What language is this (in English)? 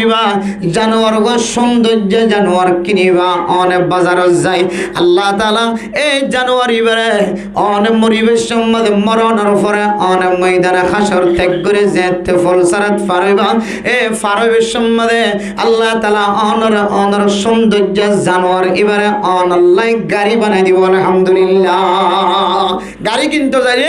Rohingya